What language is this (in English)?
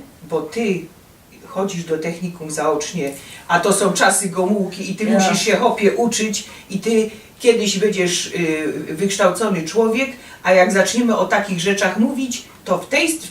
Silesian